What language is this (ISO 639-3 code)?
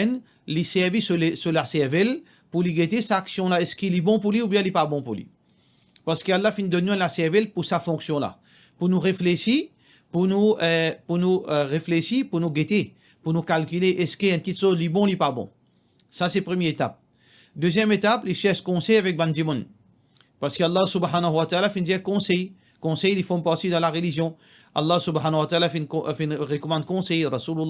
mfe